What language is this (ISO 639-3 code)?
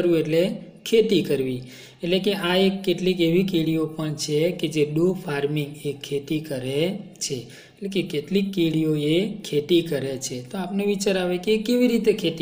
guj